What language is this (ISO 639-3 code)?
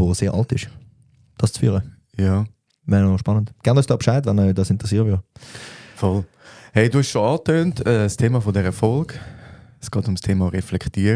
gsw